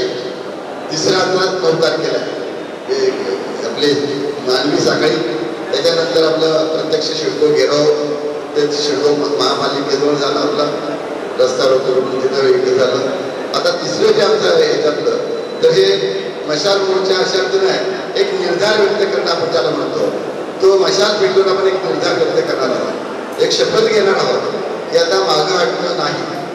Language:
Marathi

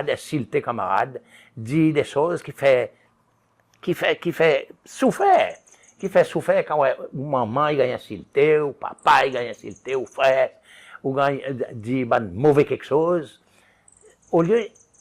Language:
Seselwa Creole French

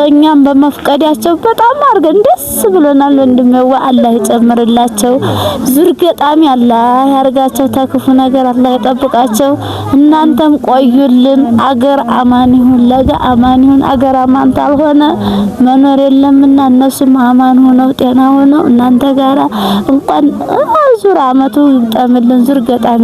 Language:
Amharic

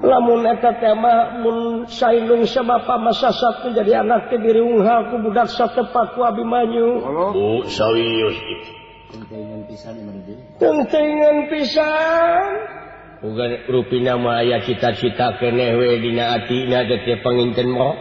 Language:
Sundanese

